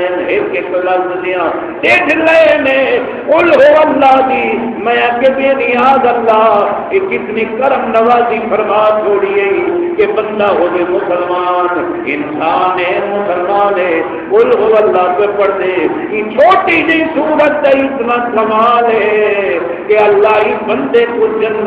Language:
Saraiki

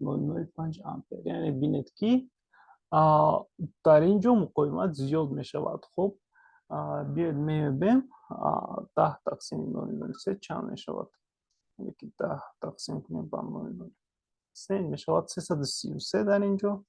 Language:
Tajik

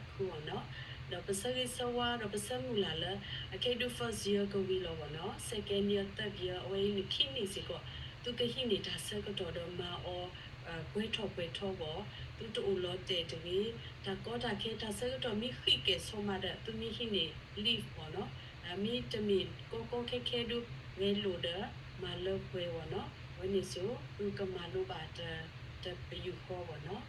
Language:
S'gaw Karen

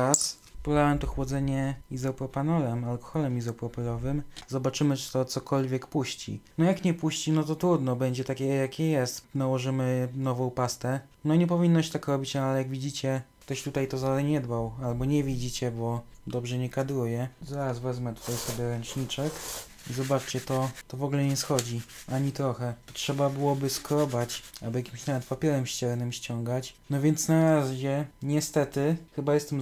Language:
Polish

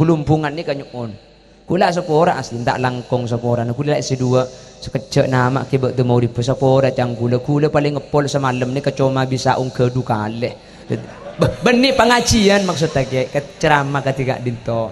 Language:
Madurese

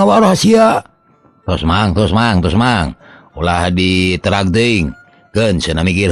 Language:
Sundanese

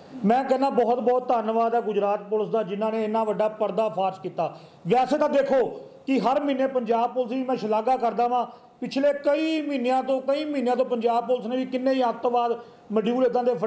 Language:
Punjabi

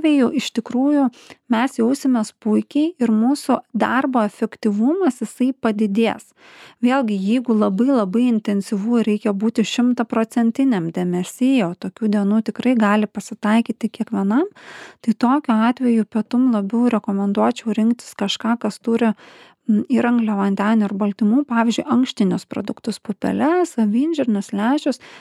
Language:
Lithuanian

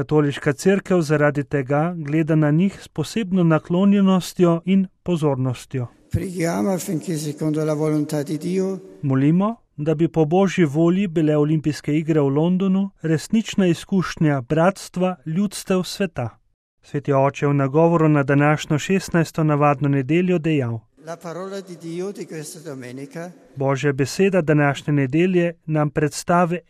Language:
Slovenian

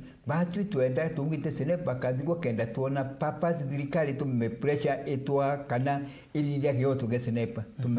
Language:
Meru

